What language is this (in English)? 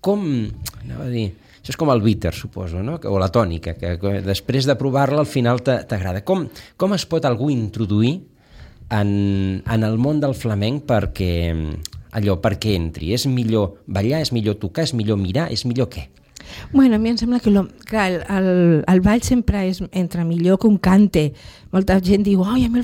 Catalan